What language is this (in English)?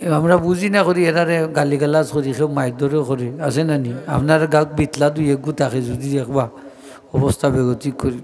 Sylheti